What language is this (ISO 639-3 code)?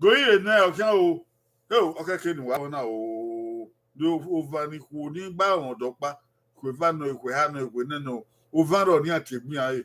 bin